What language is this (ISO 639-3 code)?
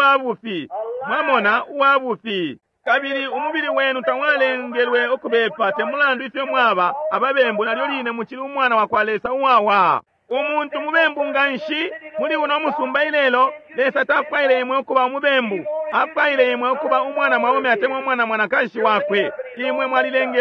bem